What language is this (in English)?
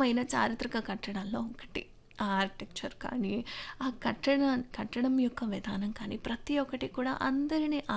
Telugu